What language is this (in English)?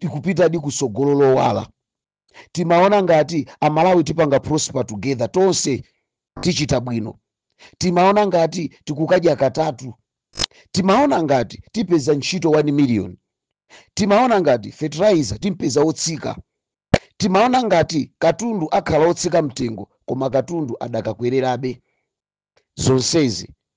Nyanja